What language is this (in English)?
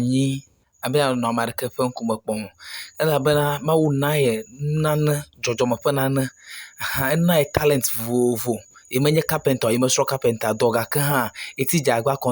Ewe